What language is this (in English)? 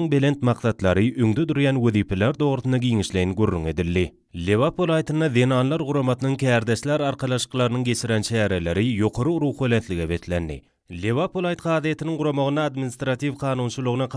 Turkmen